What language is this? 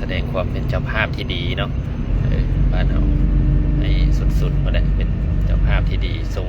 Lao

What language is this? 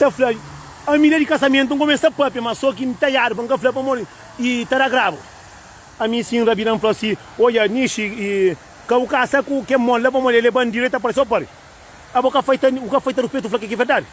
Kabuverdianu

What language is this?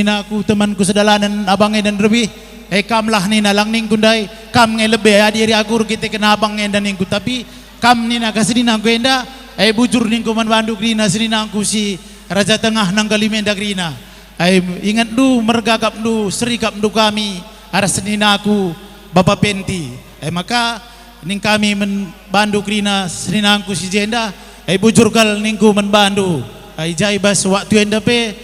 Batak Karo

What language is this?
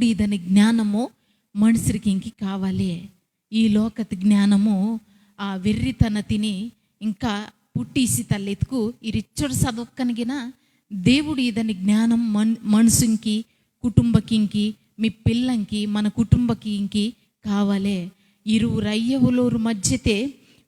Koya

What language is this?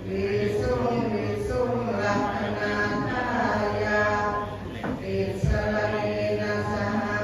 Pali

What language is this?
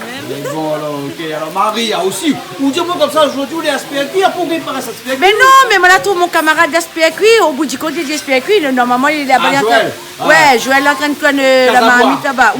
Réunion Creole French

